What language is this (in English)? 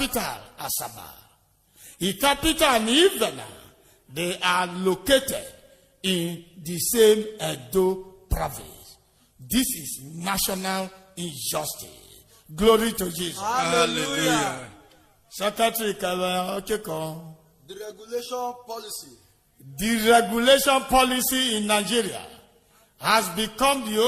Urhobo